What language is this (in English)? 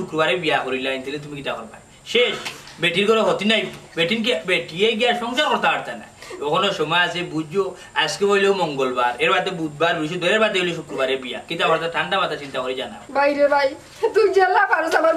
Sylheti